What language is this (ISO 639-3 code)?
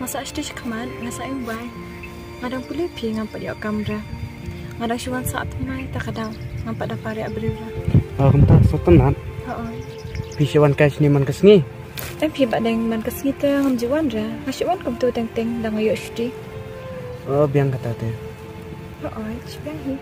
kha